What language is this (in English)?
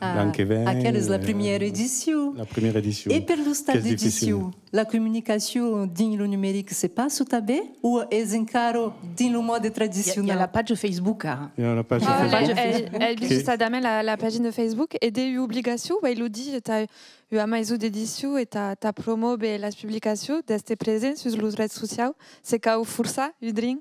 Occitan